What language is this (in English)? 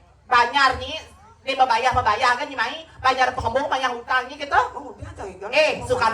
Balinese